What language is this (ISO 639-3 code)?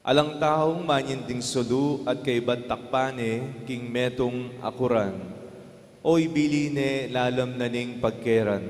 pam